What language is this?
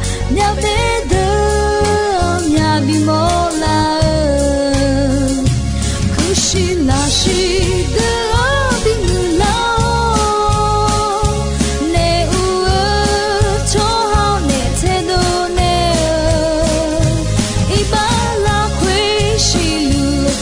Akha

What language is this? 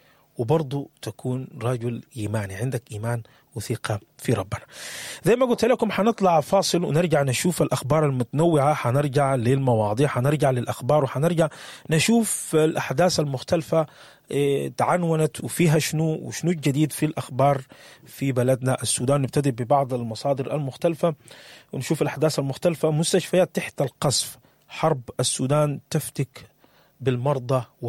Sudanese Arabic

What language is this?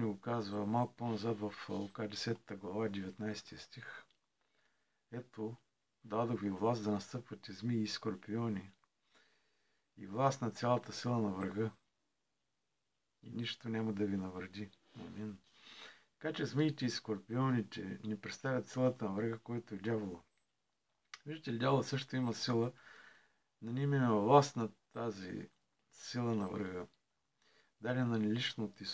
Bulgarian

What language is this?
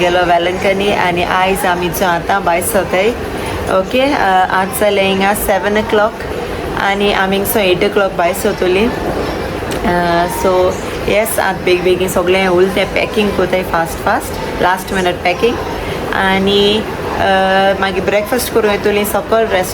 Konkani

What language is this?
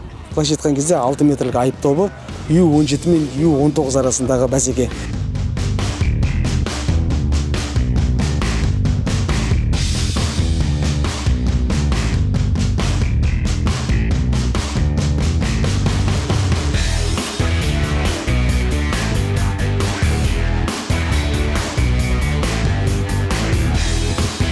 Kazakh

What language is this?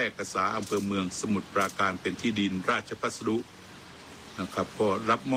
Thai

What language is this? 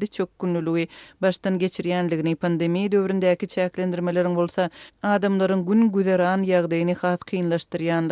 Turkmen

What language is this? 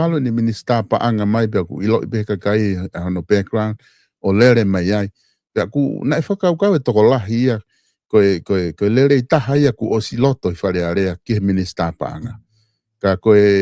Tongan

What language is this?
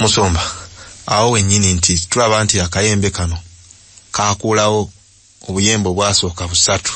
Ganda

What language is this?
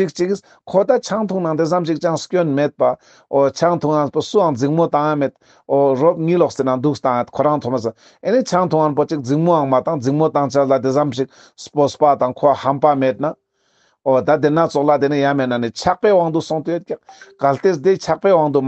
Ladakhi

